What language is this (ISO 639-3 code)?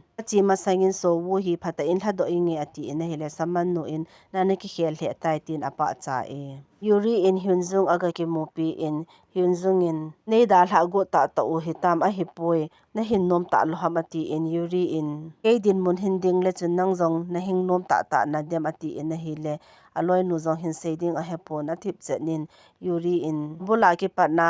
tcz